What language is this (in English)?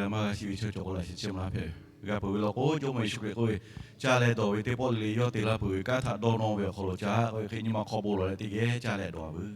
Lahu